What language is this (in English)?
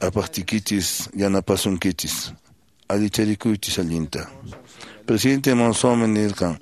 Quechua